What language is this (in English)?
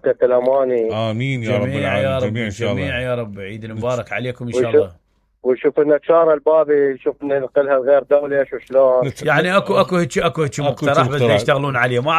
Mesopotamian Arabic